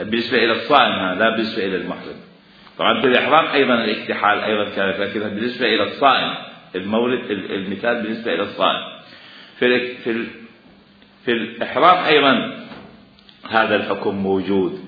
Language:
Mesopotamian Arabic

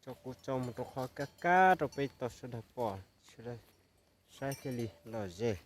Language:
Hmong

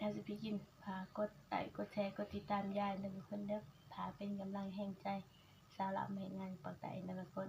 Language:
Northeastern Thai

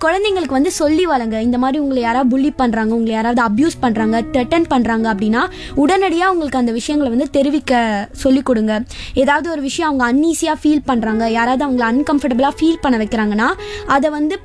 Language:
Tamil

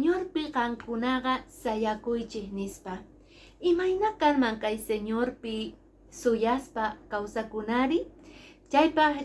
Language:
Quechua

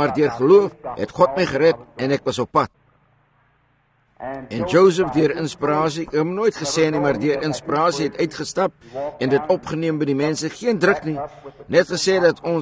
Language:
Afrikaans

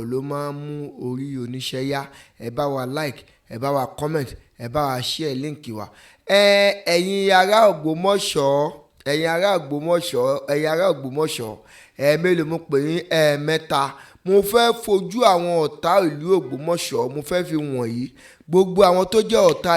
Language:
Yoruba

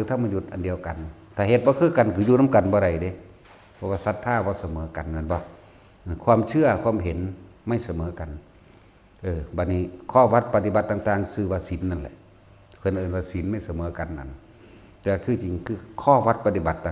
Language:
Northeastern Thai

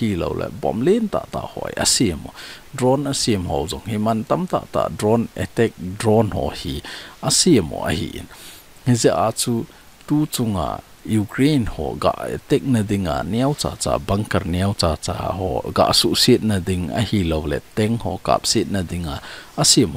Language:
Thado Chin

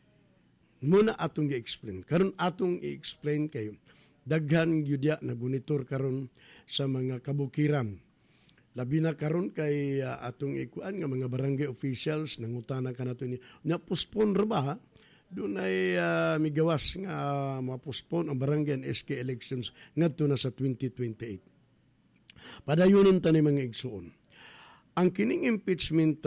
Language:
Cebuano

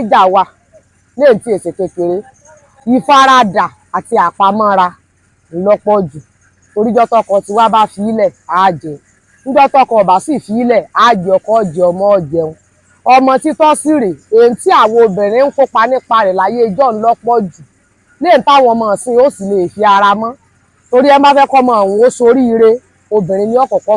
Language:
Yoruba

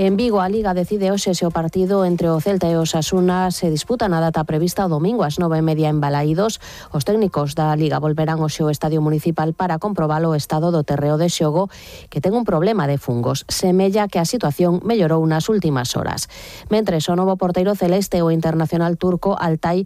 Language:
Galician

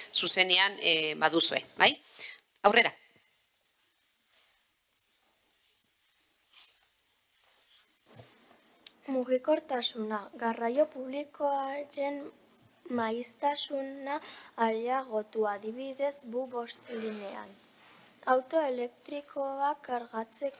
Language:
Basque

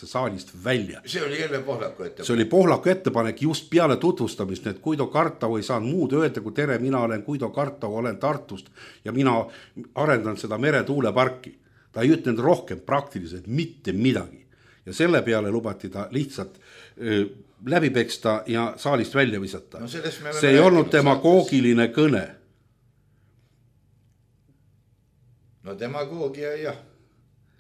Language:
Estonian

